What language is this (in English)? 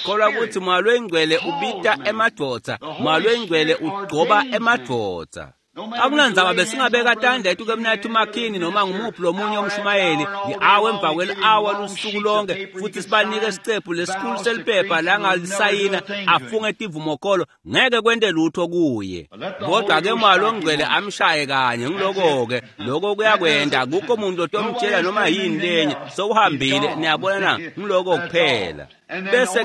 Swati